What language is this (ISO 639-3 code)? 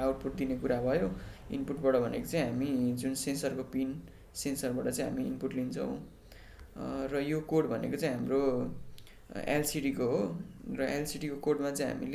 nep